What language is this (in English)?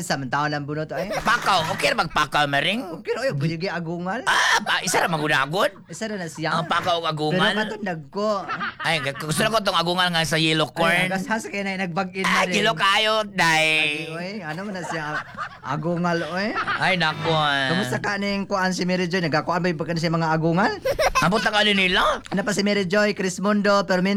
Cebuano